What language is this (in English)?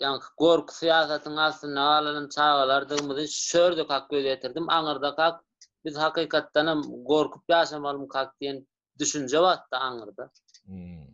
Turkmen